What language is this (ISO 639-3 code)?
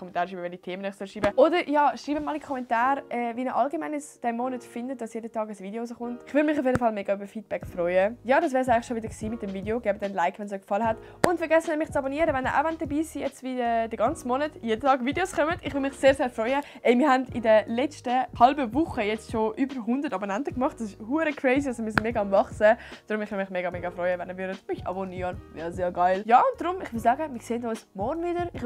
gsw